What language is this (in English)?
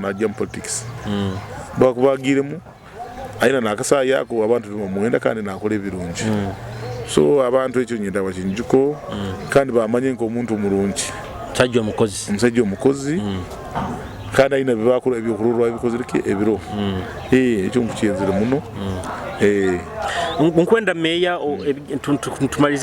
Nyoro